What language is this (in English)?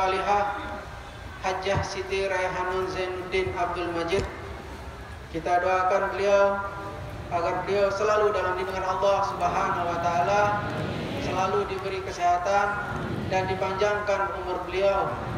Indonesian